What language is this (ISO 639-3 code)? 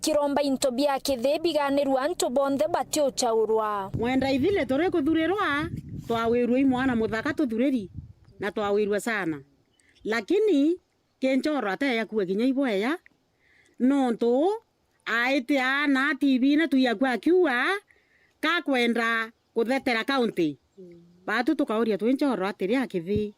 mer